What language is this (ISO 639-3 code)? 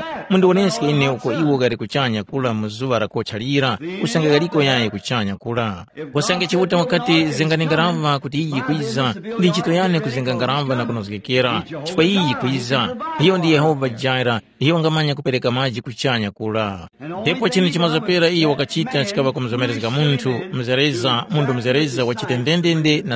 tum